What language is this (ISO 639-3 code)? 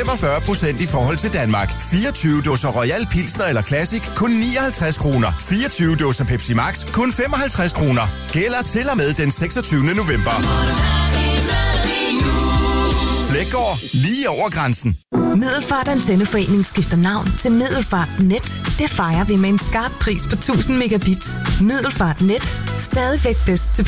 dan